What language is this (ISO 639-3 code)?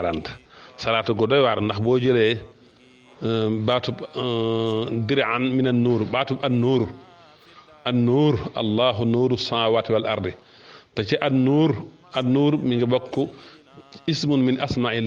wol